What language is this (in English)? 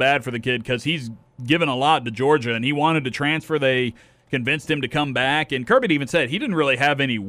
English